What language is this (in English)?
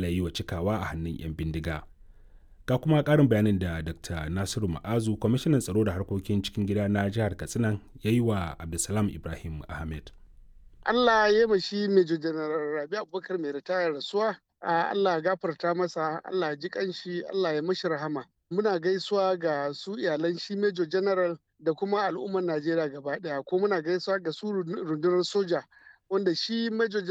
Hausa